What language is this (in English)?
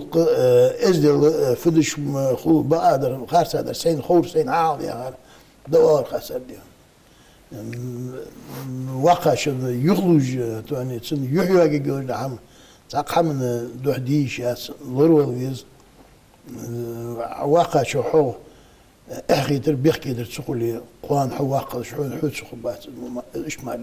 Ingush